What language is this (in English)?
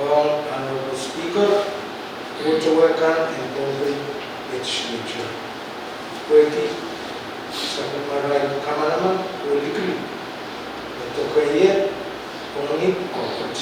Pohnpeian